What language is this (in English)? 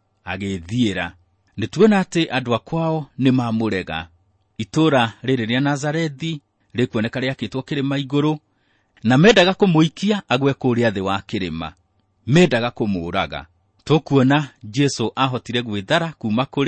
Kikuyu